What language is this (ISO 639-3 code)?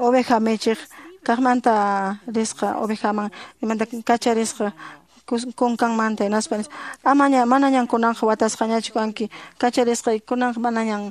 que